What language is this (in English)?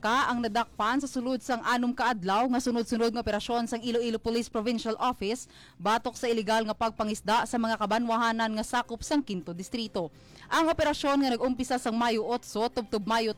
Hiligaynon